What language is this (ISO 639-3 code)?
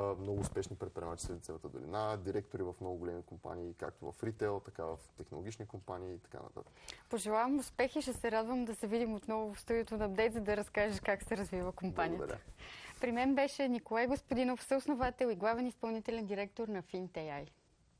bul